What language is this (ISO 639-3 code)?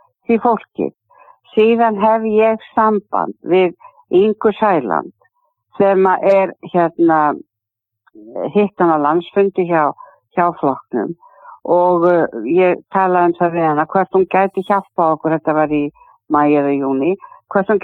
isl